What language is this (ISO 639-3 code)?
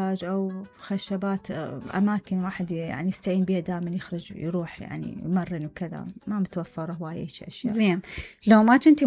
acm